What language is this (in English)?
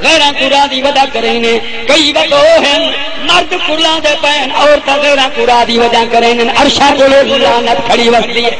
Saraiki